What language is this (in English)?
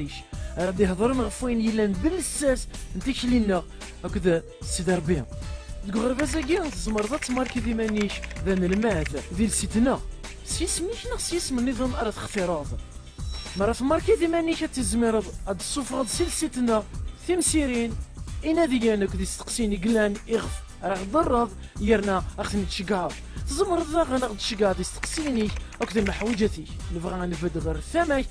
Kabyle